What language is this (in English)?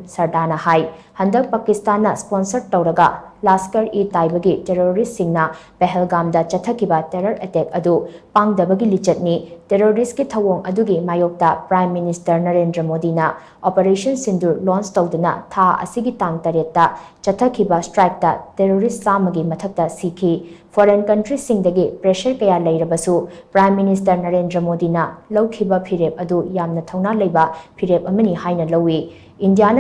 Manipuri